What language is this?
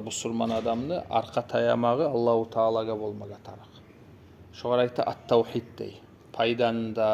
Kumyk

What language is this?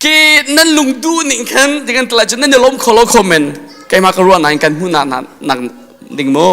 Hakha Chin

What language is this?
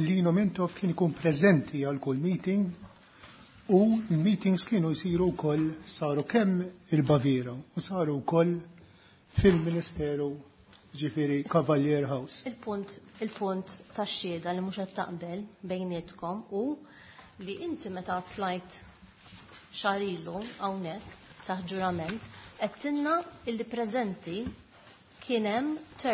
Maltese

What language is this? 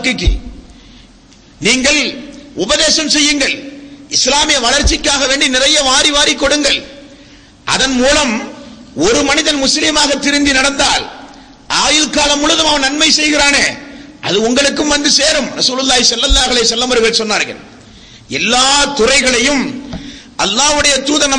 Tamil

